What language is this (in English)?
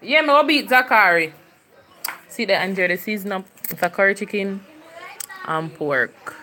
Jamaican Creole English